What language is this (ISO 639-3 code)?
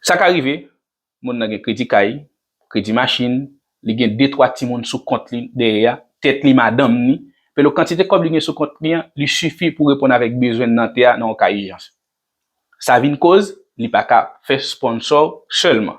hat